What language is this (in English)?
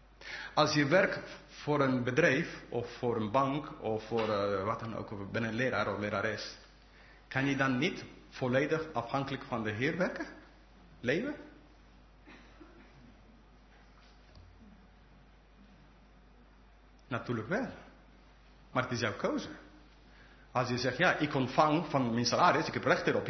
Dutch